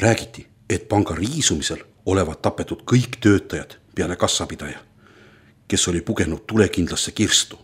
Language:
Estonian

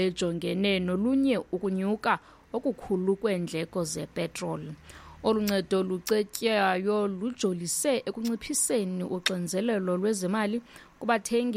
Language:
Xhosa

